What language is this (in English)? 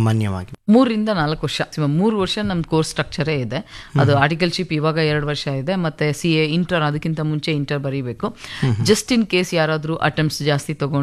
Kannada